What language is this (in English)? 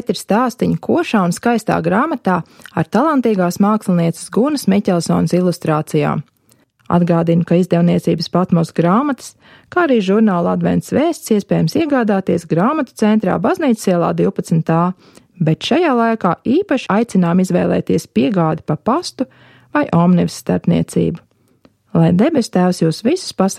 Latvian